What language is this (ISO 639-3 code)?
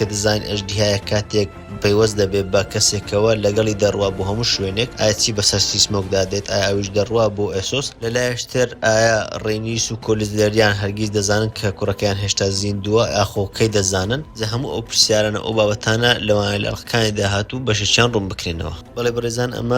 ckb